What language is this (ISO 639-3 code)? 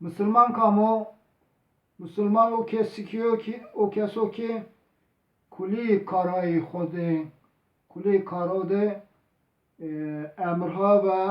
zza